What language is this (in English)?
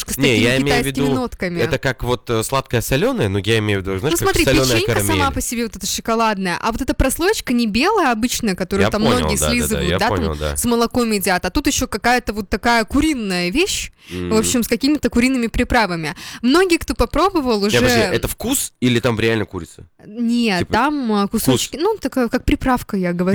Russian